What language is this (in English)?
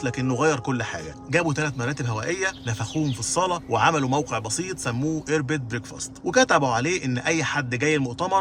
Egyptian Arabic